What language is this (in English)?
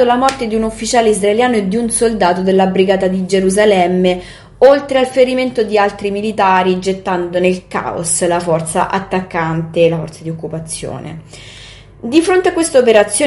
Italian